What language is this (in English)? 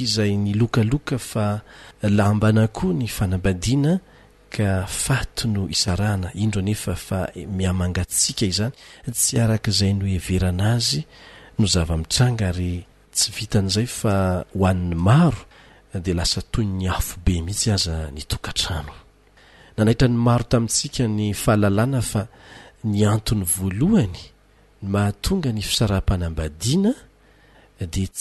Malagasy